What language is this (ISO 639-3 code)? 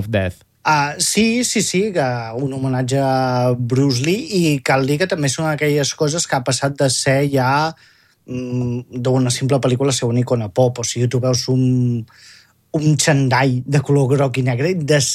cat